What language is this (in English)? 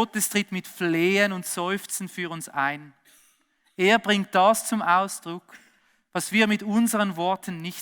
Swiss German